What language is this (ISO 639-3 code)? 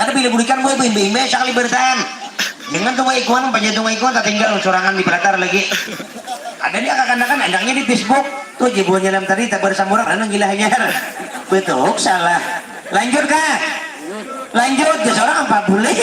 bjn